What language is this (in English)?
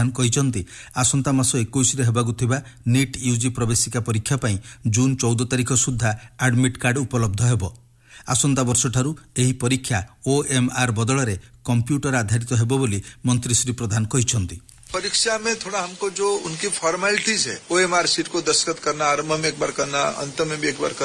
Odia